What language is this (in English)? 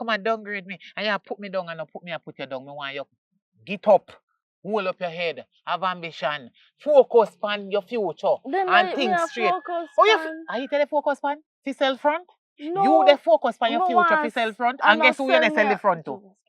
Jamaican Creole English